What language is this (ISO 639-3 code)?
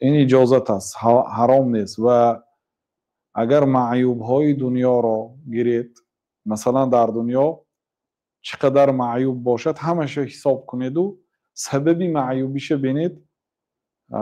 tgk